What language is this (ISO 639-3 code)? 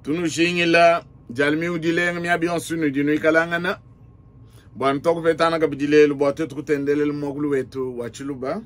lua